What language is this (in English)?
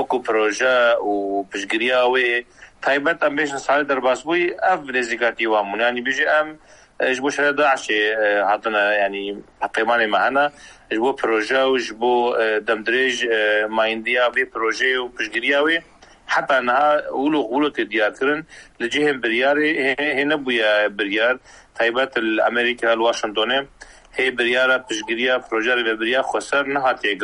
Kurdish